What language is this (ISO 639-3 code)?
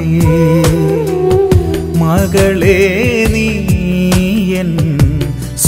mal